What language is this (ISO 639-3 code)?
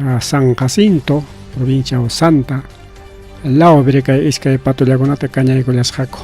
quy